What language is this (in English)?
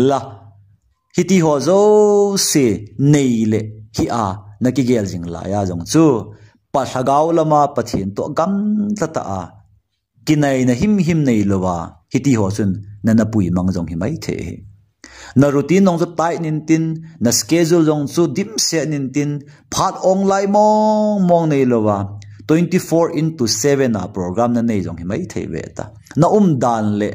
Thado Chin